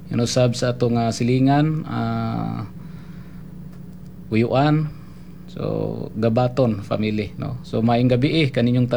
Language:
Cebuano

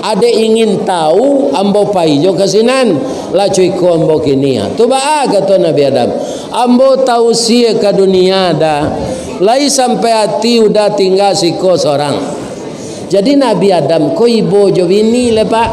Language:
Minangkabau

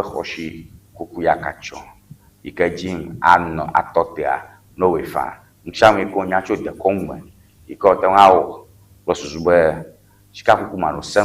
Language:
Ewe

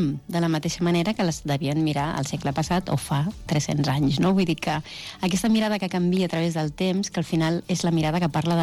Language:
Catalan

